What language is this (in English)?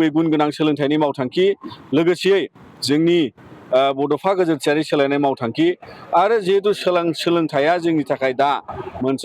Bodo